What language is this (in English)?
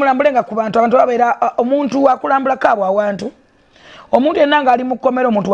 Ganda